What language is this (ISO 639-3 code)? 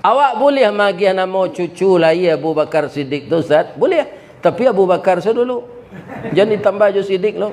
min